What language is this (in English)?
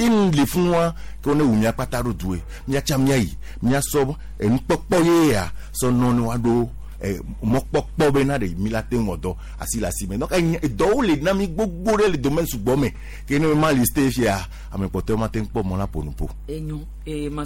Gen